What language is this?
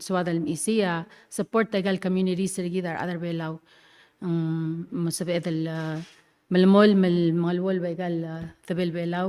Palauan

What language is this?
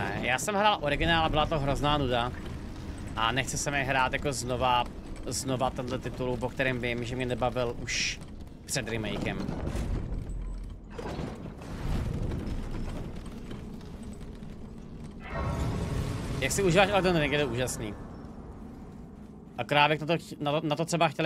Czech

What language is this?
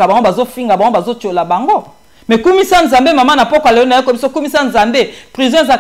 Lingala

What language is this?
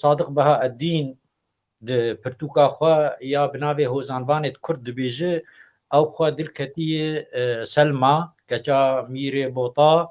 Kurdish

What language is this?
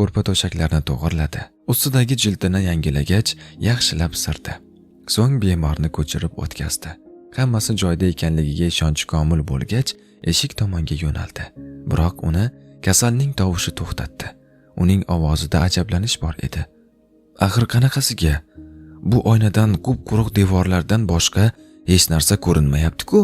Uzbek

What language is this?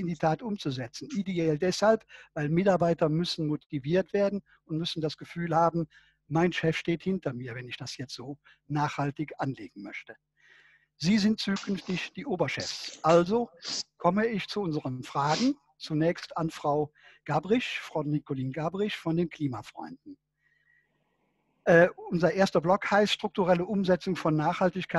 German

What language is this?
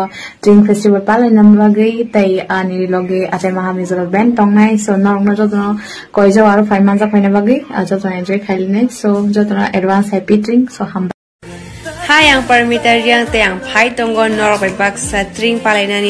Kok Borok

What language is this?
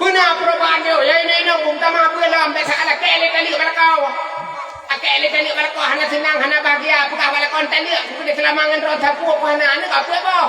Achinese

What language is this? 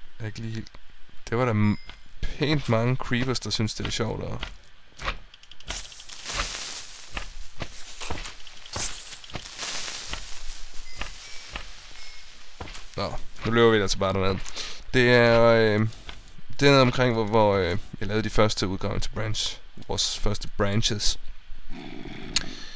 Danish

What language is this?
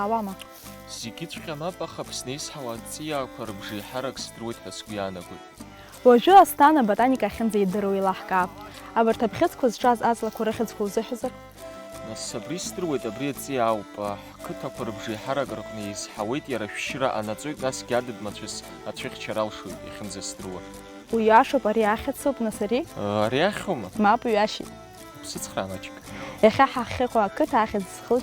Abkhazian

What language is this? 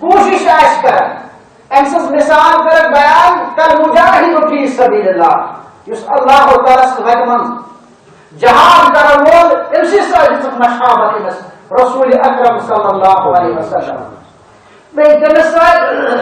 Kashmiri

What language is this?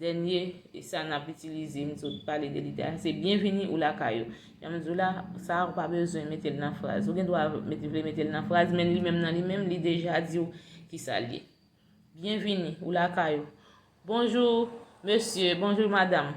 Haitian Creole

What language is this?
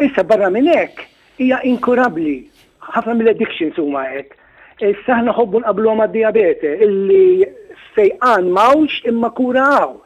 Maltese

